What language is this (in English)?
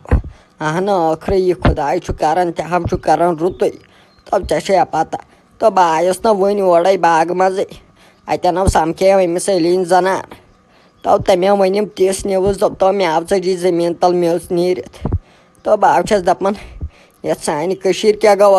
Kashmiri